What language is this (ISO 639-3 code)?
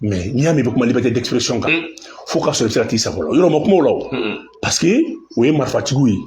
bam